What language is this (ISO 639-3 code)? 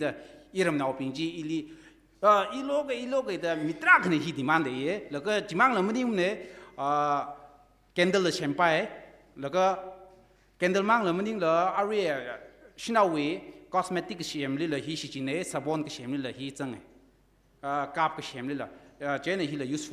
nmf